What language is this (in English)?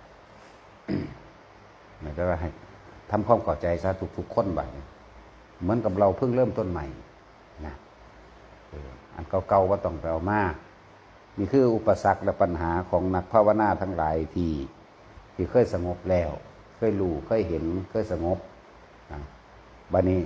Lao